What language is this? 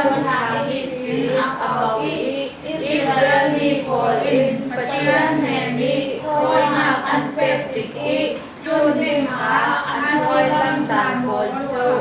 Falam Chin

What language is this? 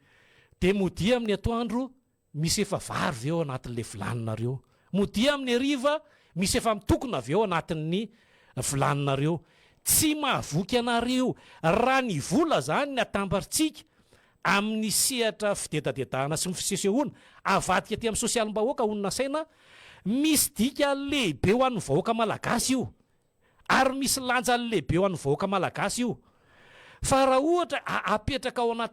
Malagasy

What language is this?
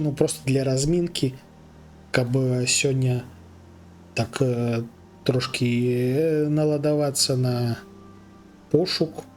Belarusian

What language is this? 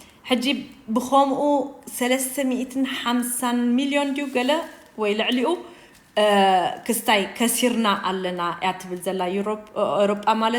Tigrinya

